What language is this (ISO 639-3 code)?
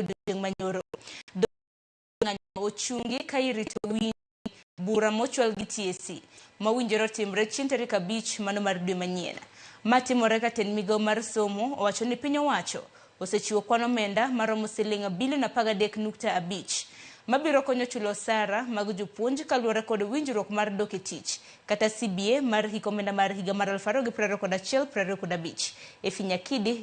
luo